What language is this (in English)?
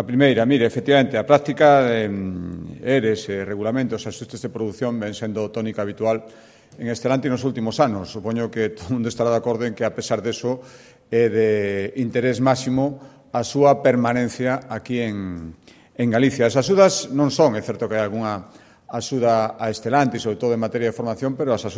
Galician